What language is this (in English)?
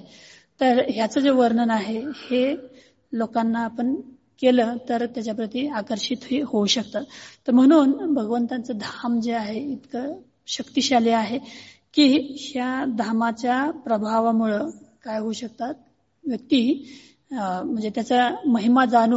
Marathi